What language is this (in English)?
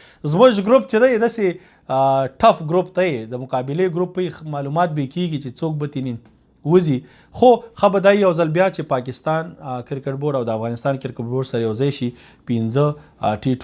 Pashto